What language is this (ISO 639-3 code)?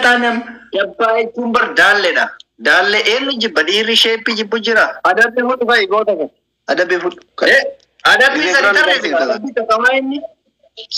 orm